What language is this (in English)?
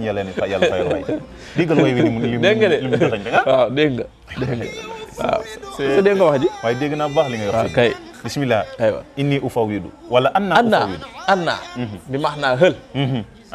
Wolof